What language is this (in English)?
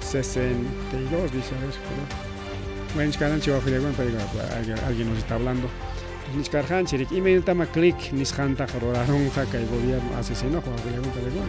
Ayacucho Quechua